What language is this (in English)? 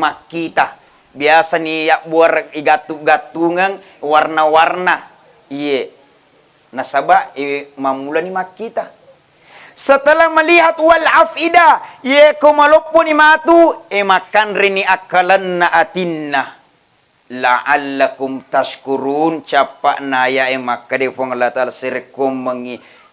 Buginese